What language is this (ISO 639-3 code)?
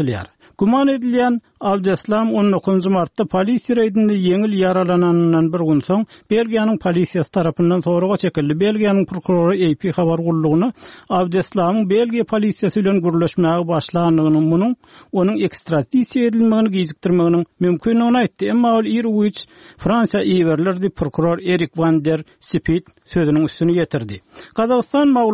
tuk